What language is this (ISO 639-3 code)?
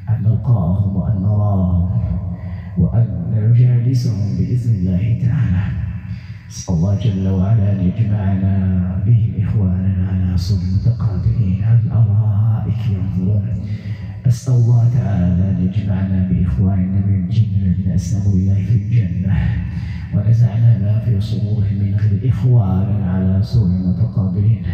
ara